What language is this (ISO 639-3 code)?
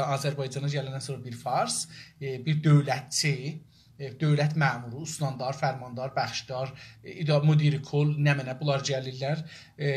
azb